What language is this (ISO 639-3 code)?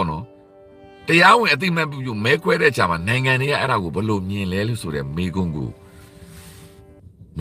mya